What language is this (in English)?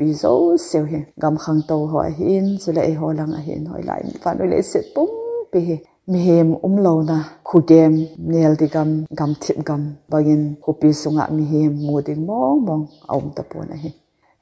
Thado Chin